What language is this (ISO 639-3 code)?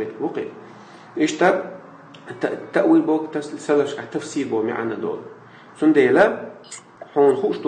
che